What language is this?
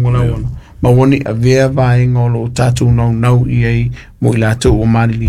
Samoan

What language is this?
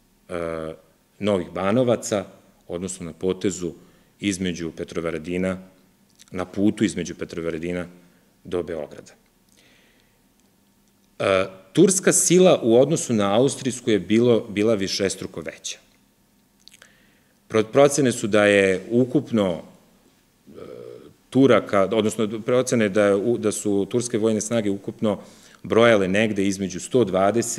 Serbian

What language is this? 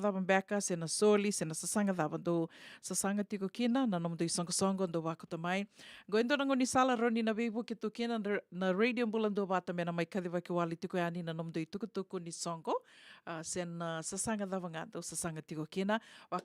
Fijian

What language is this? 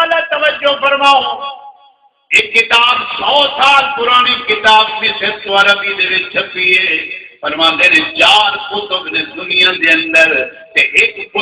Saraiki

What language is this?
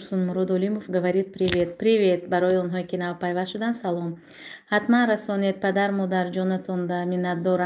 Tajik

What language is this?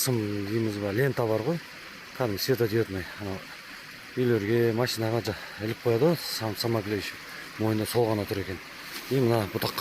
Kazakh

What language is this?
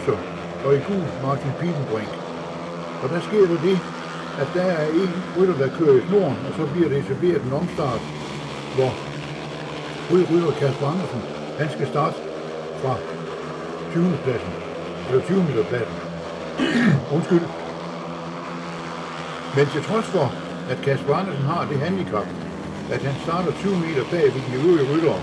Danish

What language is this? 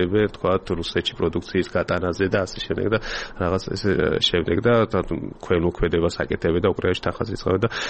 Georgian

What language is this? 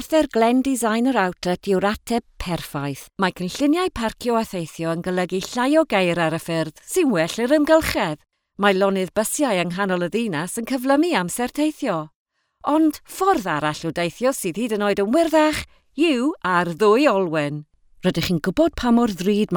Welsh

